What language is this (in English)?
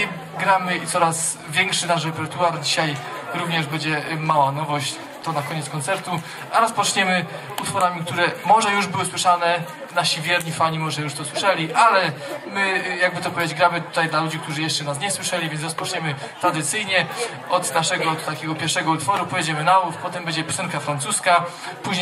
Polish